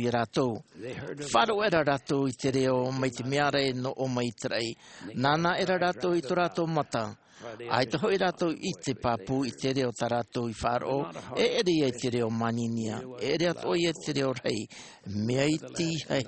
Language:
Tahitian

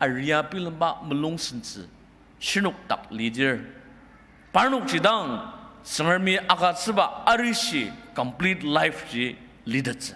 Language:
Ao Naga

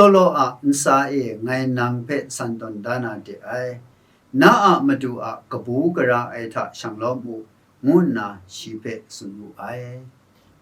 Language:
Kachin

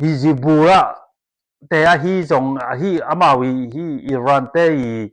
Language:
Tedim Chin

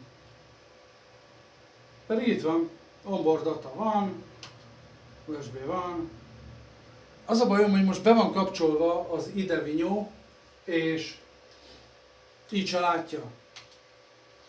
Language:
Hungarian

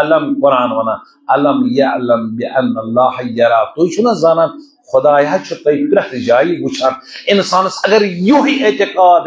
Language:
Kashmiri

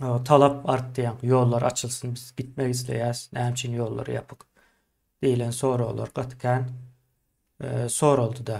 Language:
Turkmen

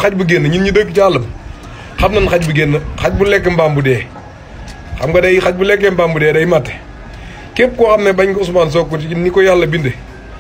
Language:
Wolof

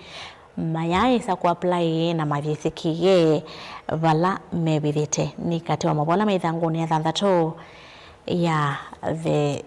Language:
Kamba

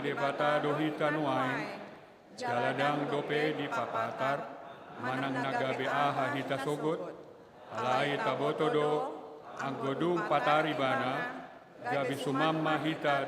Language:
Batak Toba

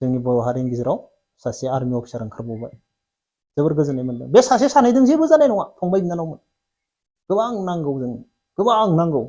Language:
Bodo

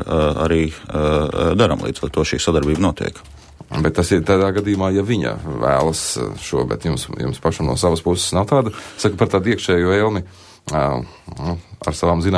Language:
Latvian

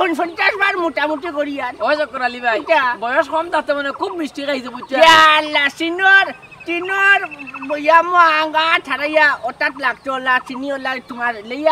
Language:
Sylheti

